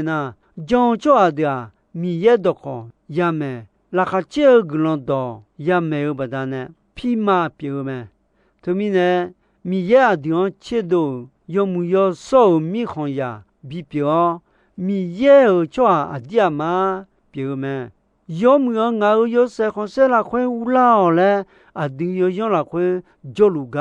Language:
Akha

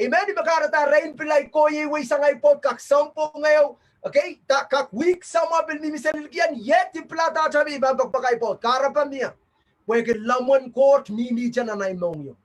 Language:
Pohnpeian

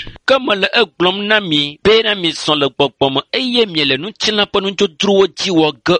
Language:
Ewe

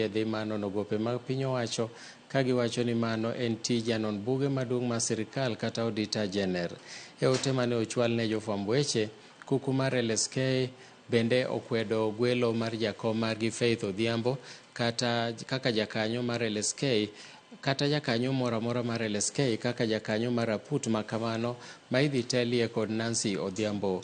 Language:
Luo (Kenya and Tanzania)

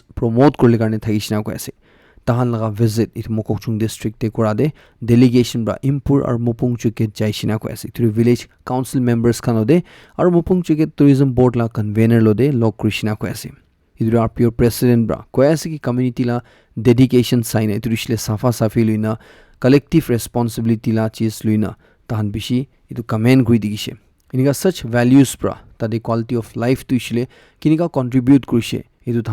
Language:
Naga Pidgin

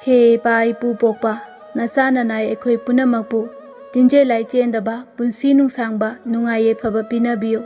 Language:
Manipuri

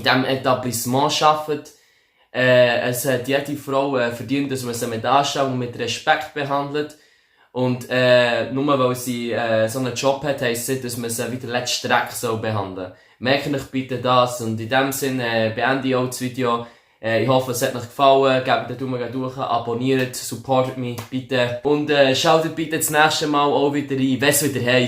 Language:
Swiss German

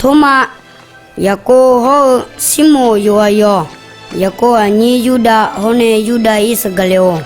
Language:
Akha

